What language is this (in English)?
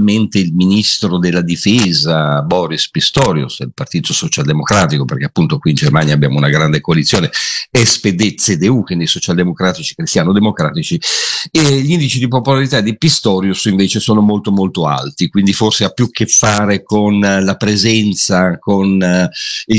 Italian